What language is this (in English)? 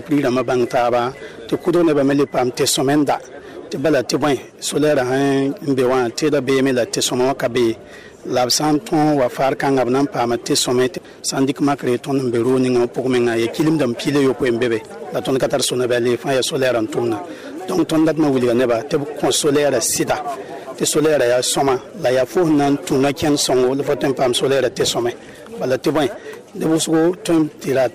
Mossi